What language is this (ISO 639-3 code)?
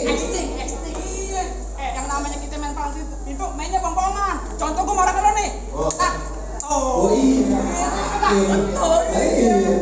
bew